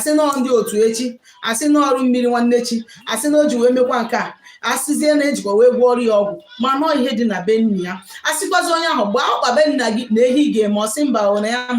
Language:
Igbo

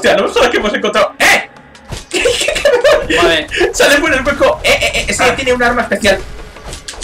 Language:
Spanish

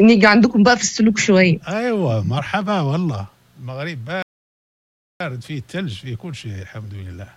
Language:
Moroccan Arabic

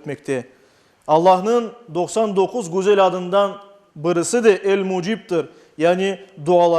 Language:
Crimean Tatar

